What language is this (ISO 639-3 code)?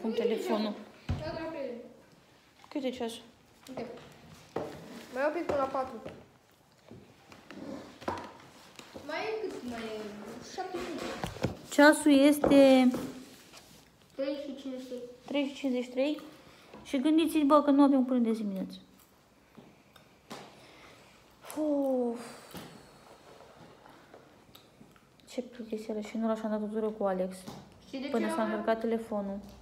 ron